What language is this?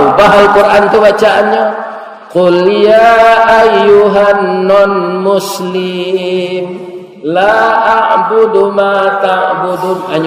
Minangkabau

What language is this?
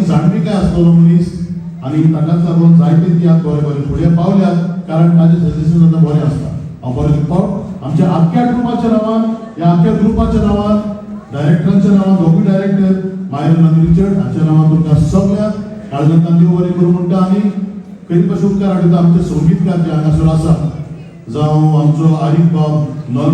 Konkani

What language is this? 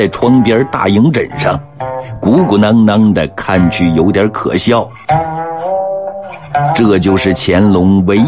Chinese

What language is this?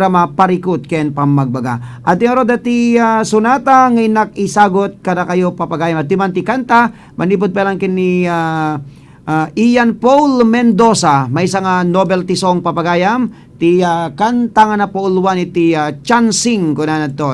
Iloko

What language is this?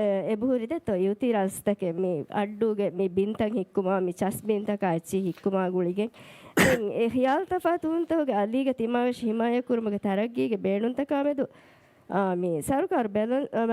Divehi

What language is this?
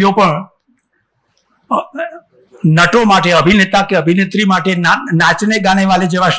Gujarati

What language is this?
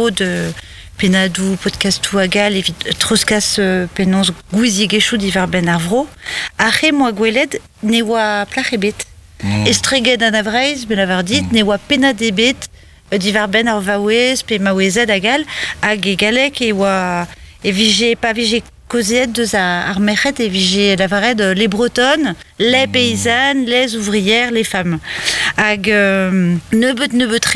Breton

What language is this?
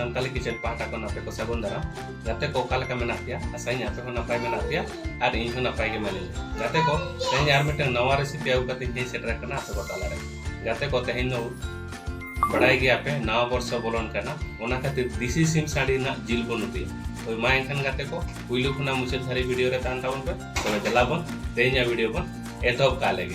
Santali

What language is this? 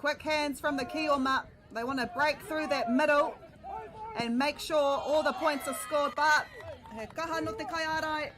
Māori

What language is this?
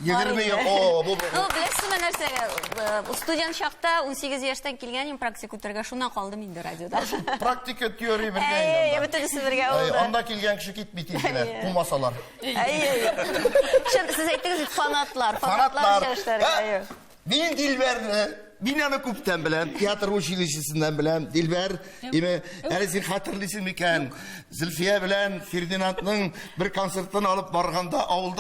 Tatar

